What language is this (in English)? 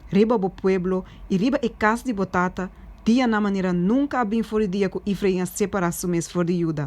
Papiamento